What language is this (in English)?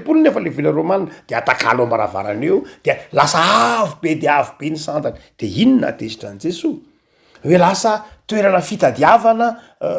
Malagasy